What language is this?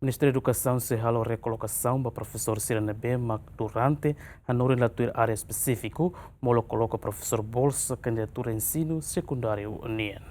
Tetum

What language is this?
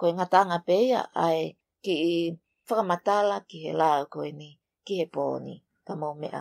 Tongan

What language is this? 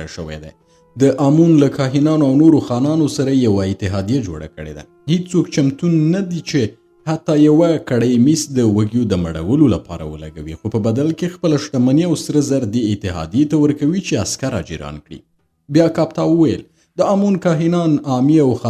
Pashto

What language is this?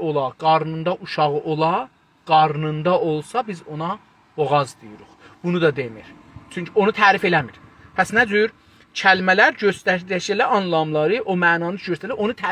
South Azerbaijani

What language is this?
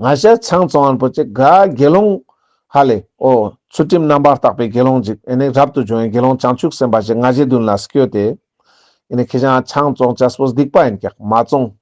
Ladakhi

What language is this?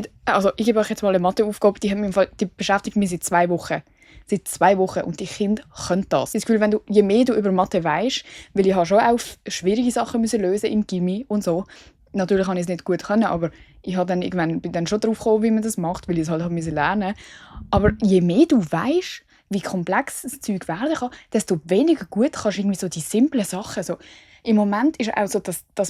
Swiss German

